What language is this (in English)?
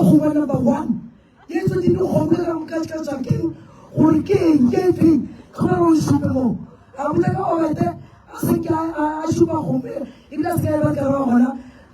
Northern Sotho